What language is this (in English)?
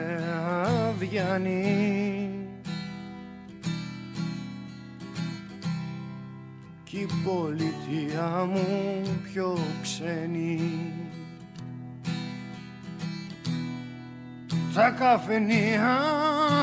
Greek